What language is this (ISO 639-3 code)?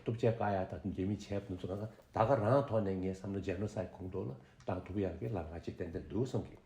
bod